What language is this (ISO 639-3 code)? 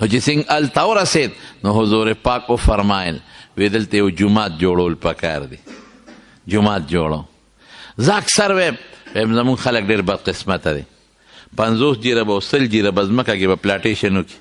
pus